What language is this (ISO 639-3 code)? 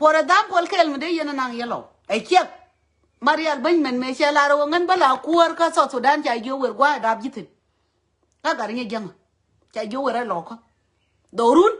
nus